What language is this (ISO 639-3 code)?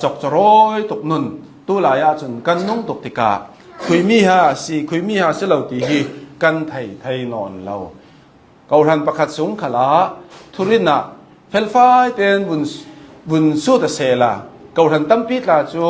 cnh